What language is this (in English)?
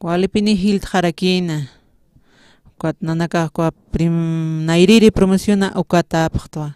Aymara